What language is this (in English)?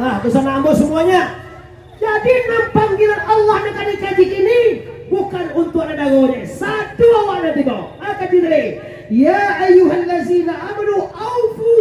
Minangkabau